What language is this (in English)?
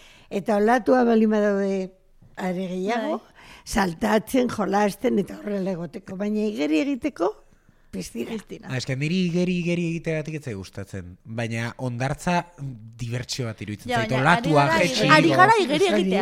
Basque